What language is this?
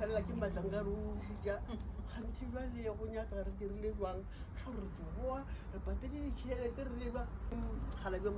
Northern Sotho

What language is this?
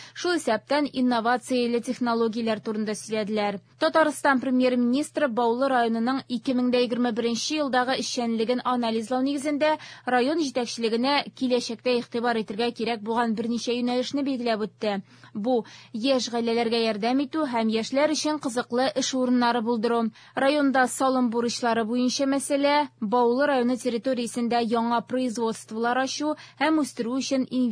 Tatar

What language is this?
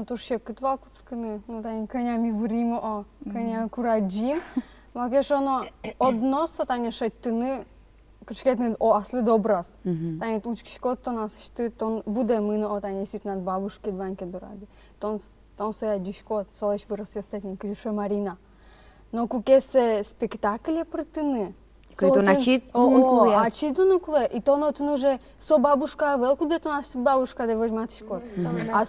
Udmurt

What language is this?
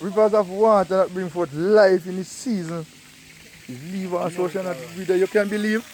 Jamaican Creole English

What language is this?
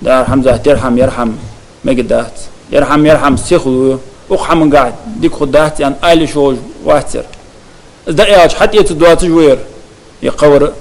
Ingush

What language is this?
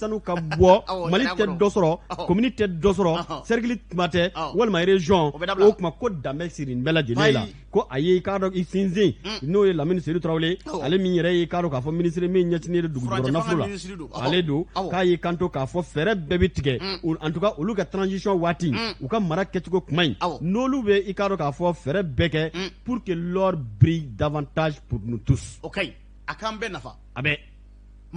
Bambara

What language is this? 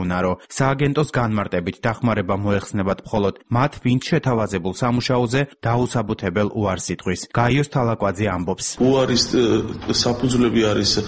Georgian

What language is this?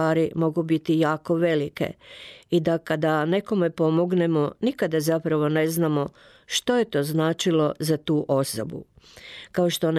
Croatian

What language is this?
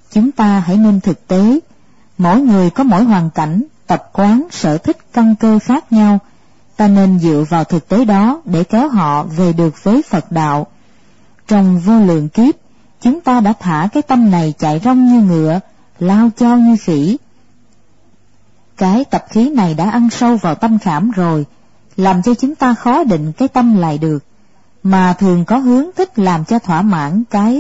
Vietnamese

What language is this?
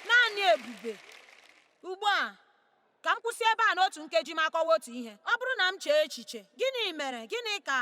Igbo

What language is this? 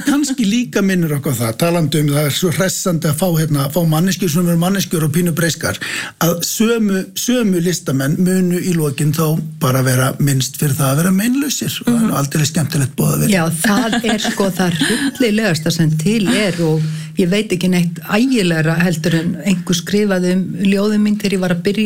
Icelandic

